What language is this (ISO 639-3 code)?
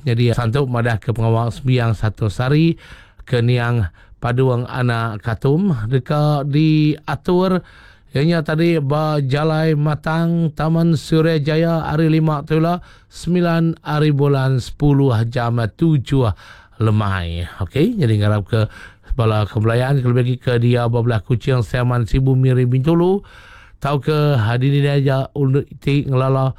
iba